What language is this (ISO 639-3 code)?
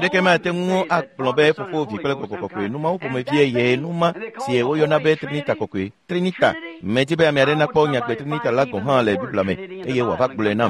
ewe